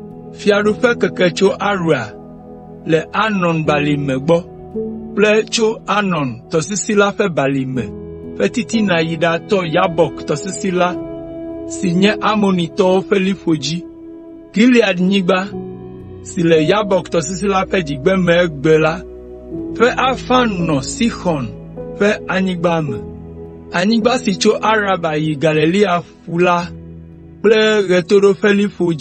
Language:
Ewe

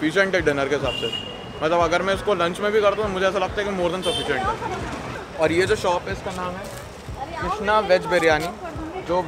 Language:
Hindi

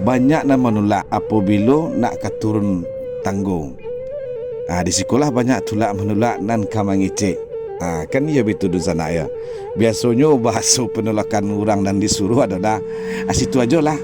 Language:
Minangkabau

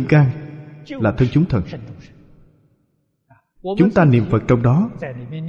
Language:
Vietnamese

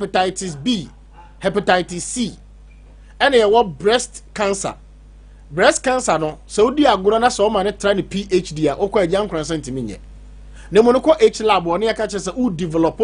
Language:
Akan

